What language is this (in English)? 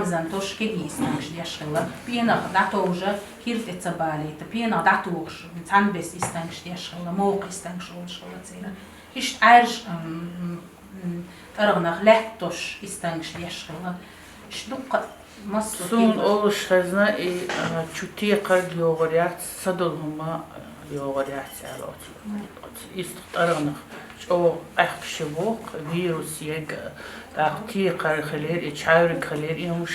Chechen